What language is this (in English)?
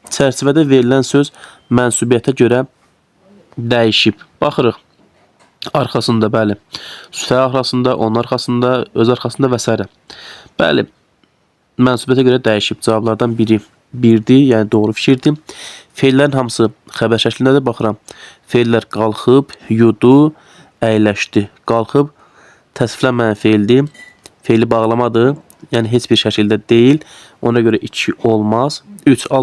Azerbaijani